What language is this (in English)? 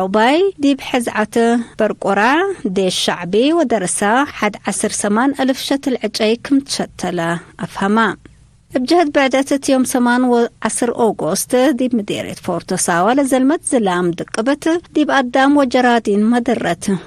Tigre